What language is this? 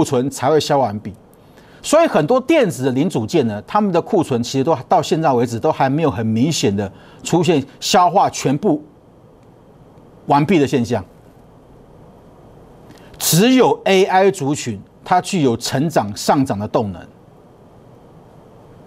Chinese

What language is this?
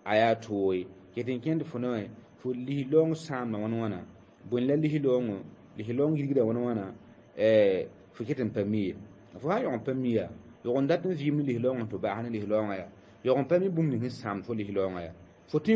Mossi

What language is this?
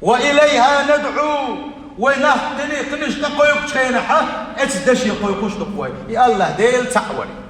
Chechen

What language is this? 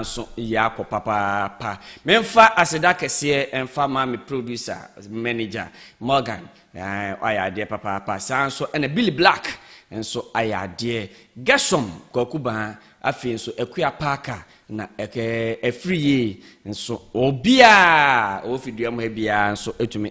Akan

